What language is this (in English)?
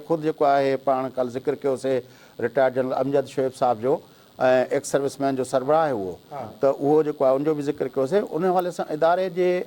Sindhi